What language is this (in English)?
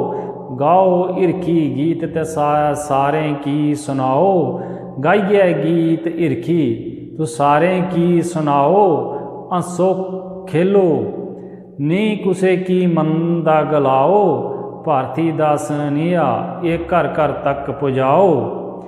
Dogri